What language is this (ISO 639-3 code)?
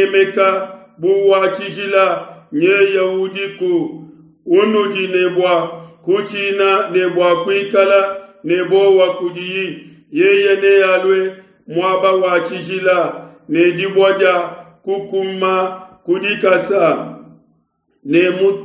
lua